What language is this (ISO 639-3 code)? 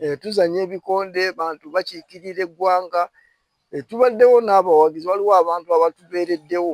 lug